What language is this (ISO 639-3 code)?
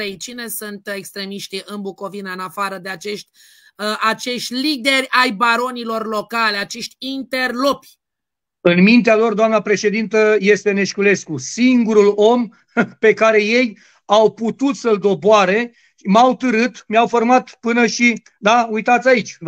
ron